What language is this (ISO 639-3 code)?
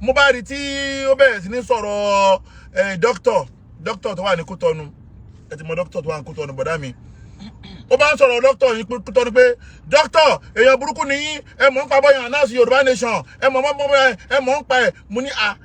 yor